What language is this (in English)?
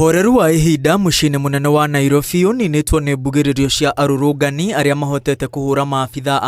Kikuyu